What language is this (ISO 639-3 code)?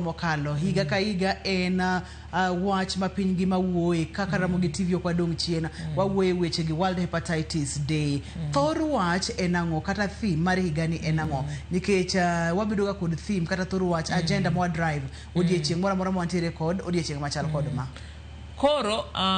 luo